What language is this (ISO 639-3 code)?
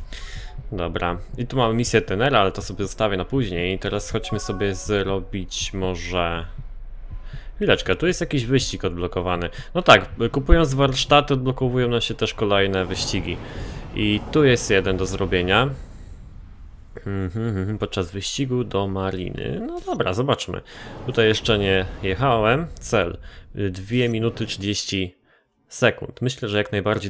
pol